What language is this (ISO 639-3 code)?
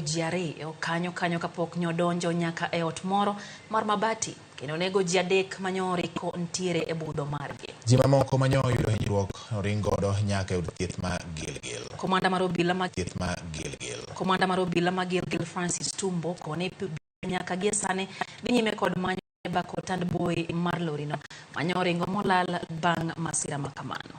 luo